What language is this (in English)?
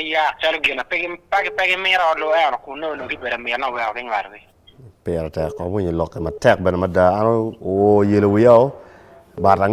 Acoli